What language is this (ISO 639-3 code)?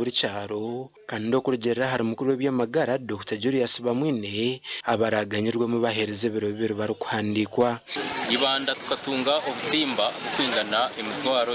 nyn